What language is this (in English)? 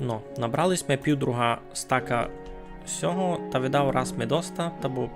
Rusyn